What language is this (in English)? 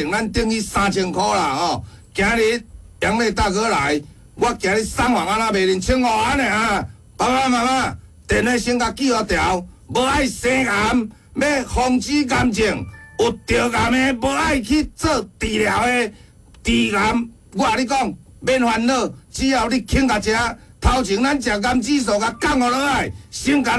Min Nan Chinese